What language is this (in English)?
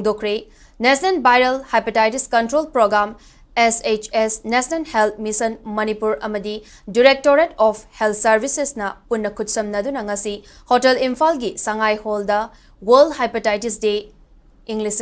Manipuri